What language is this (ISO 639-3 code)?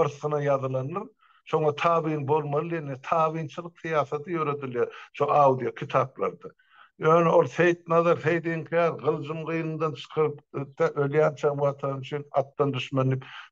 tuk